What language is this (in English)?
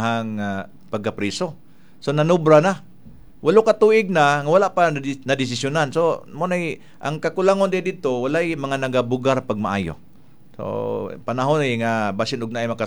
Cebuano